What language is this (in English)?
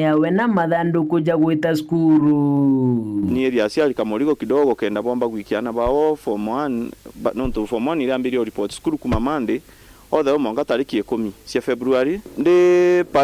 Meru